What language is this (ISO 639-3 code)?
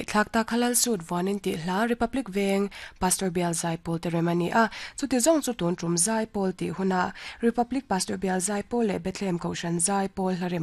lus